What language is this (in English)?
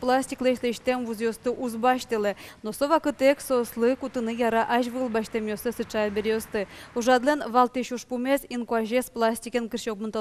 Udmurt